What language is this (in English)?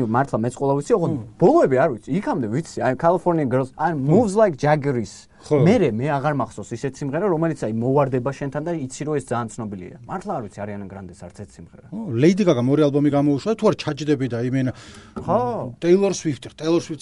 Georgian